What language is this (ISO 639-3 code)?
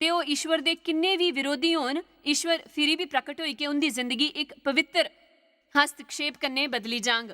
doi